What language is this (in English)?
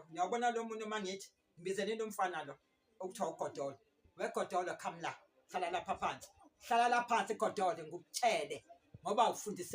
Zulu